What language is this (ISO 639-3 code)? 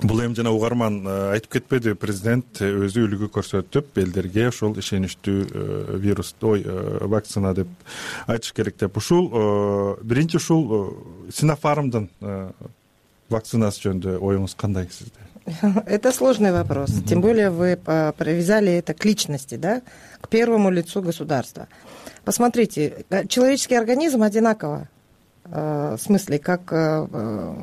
kir